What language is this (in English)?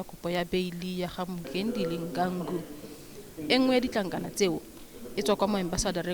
Tswana